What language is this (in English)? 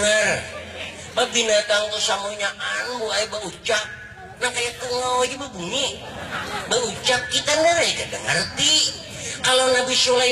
Banjar